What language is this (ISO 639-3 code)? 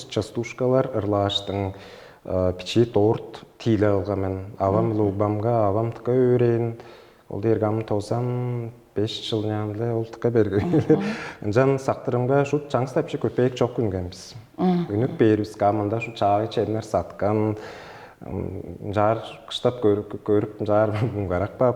tyv